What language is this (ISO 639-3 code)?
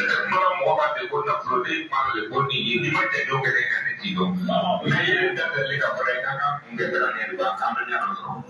bam